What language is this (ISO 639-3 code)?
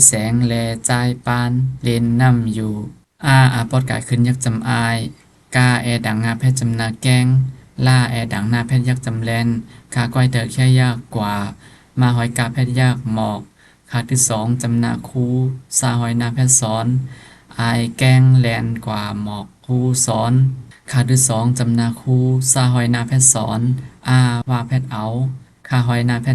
shn